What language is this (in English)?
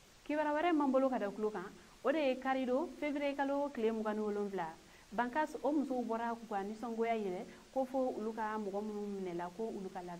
Bambara